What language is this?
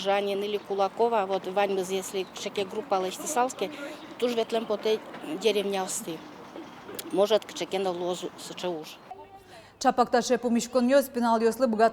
Udmurt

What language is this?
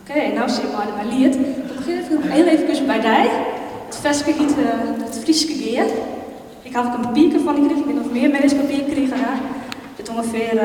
Western Frisian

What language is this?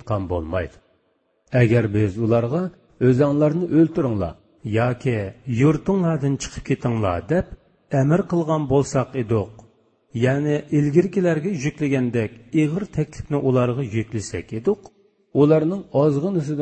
Uyghur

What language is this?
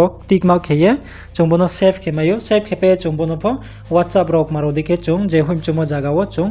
Riang (India)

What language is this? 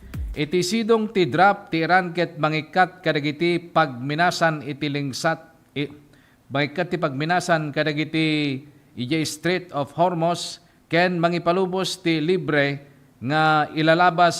Iloko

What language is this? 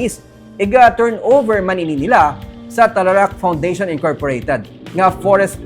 Hiligaynon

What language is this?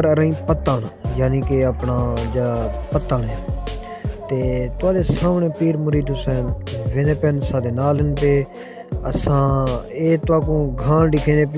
Saraiki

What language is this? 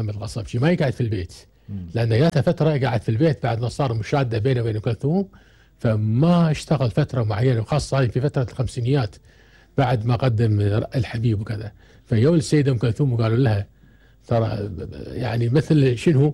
Gulf Arabic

